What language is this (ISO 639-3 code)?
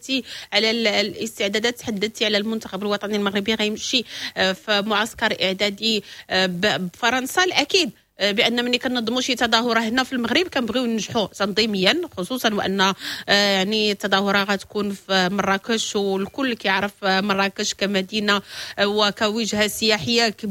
ary